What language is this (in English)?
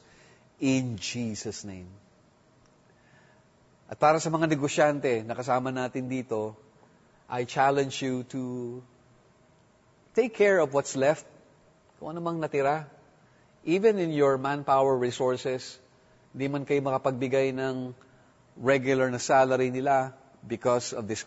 Filipino